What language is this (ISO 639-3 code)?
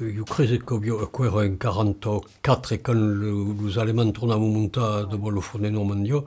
oci